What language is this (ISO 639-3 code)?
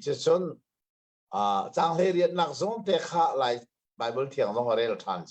cnh